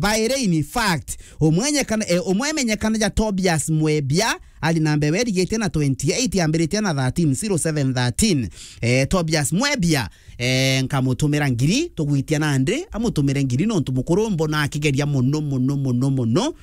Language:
Meru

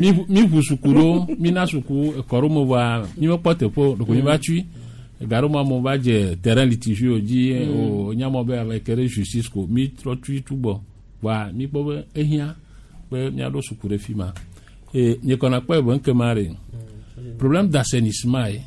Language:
Gen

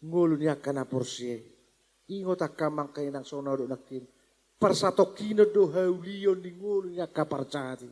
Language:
Batak Toba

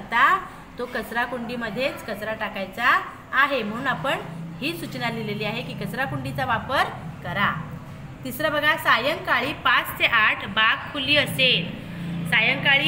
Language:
Marathi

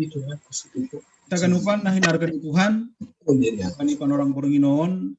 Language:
Batak Simalungun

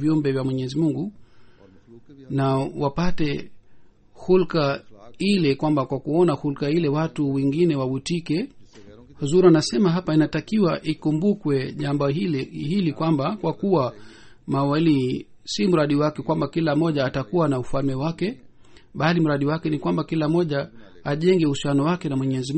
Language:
Swahili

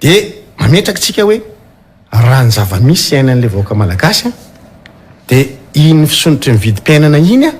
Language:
Malagasy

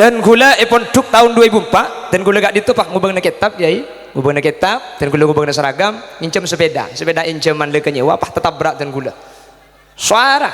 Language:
Madurese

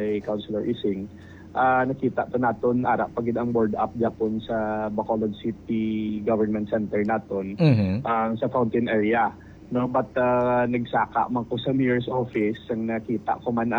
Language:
Hiligaynon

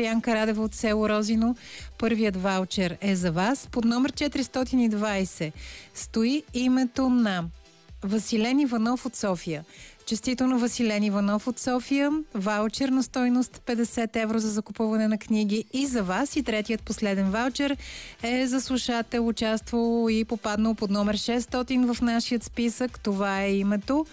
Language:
Bulgarian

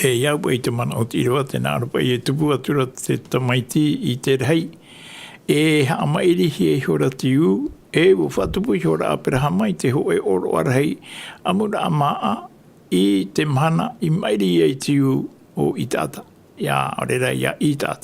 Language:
Tahitian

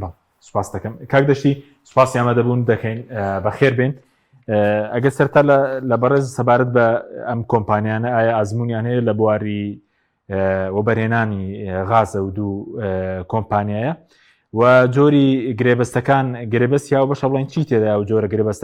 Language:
Central Kurdish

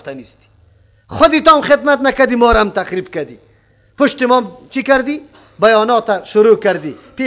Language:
Persian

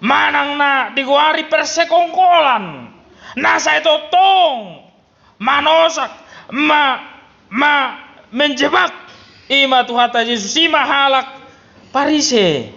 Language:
Batak Toba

